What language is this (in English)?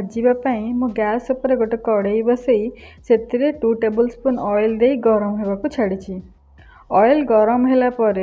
Odia